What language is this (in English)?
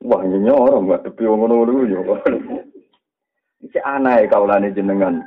Javanese